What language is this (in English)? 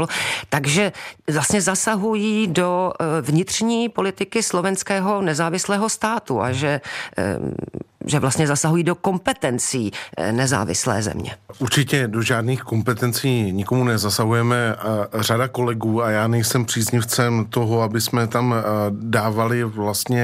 Czech